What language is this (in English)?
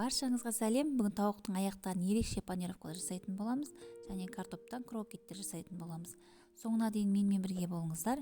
Kazakh